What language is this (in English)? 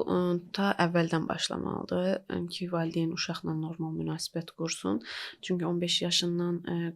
Azerbaijani